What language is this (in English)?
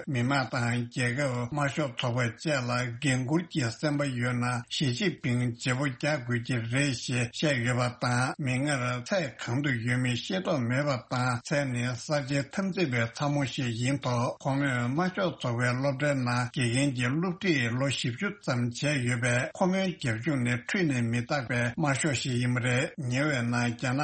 Tibetan